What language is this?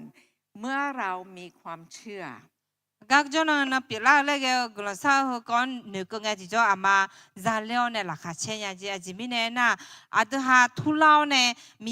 Akha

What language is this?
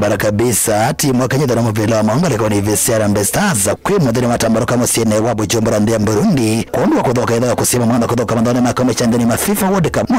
Kamba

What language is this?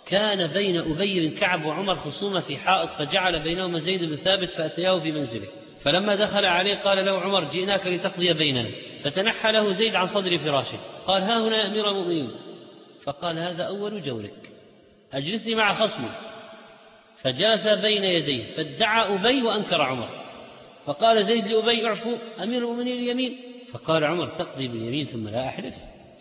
Arabic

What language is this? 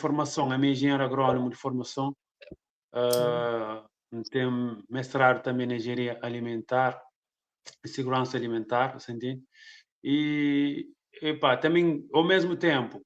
Kabuverdianu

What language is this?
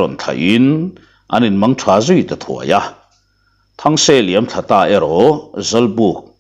Mizo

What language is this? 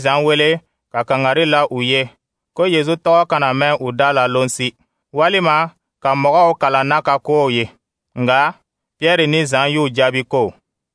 Dyula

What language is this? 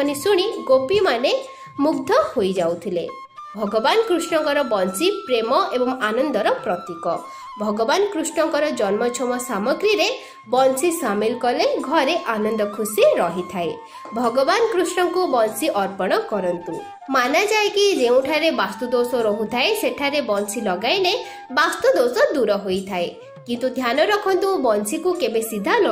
Odia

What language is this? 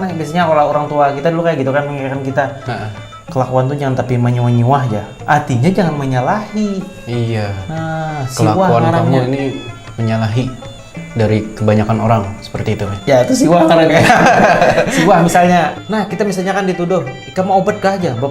Banjar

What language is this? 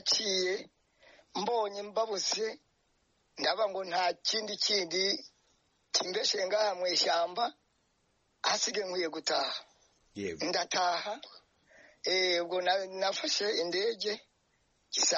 Kinyarwanda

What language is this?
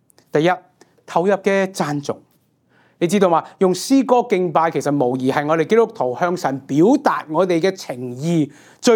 Cantonese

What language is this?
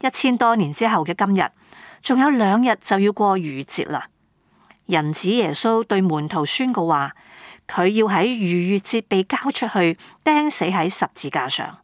Cantonese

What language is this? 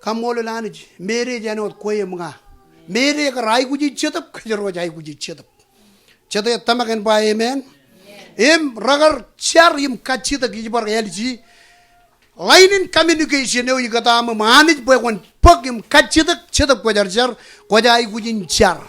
Marshallese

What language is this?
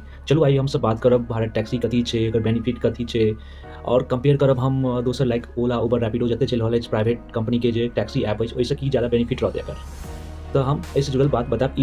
Maithili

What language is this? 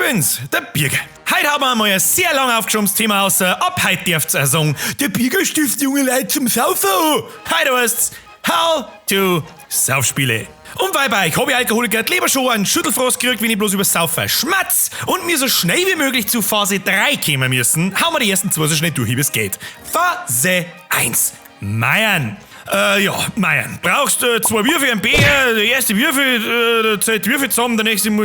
Bavarian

